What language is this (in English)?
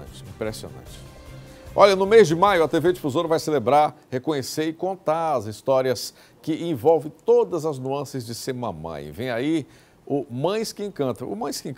Portuguese